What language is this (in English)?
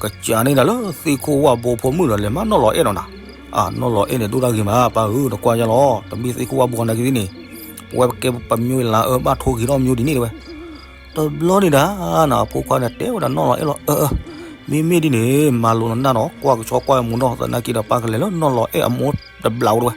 S'gaw Karen